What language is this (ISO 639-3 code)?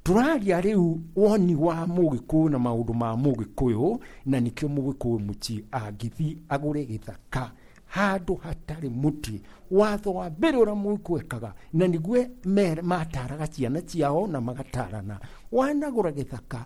kik